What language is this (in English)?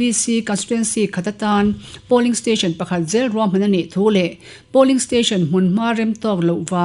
Mizo